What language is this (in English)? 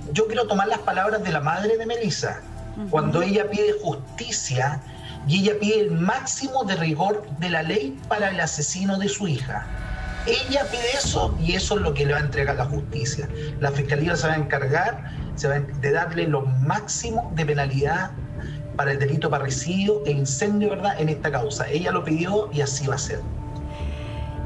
Spanish